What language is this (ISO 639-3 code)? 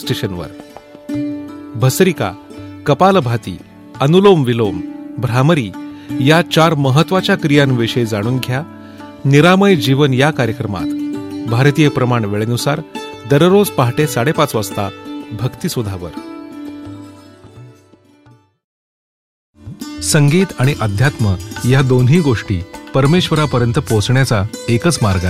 mar